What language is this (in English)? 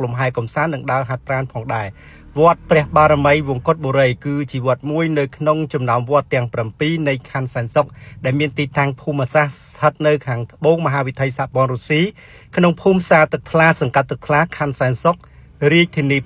Khmer